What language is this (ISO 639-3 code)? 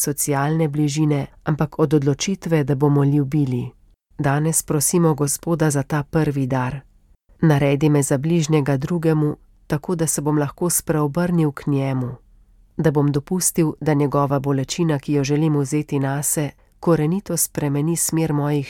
slv